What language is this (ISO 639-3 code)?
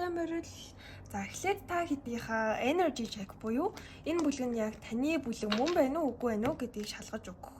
mon